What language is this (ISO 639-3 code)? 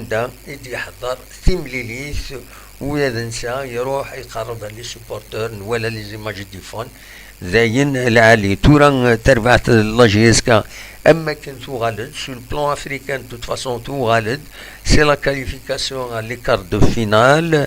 kab